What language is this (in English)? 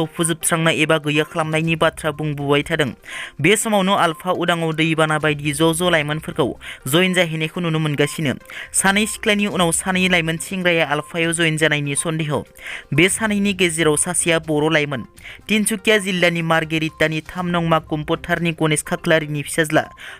Bodo